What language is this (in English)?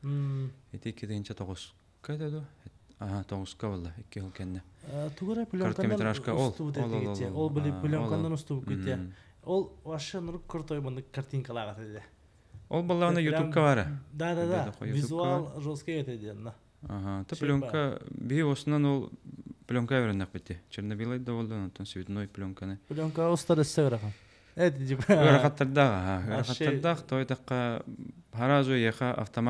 Yakut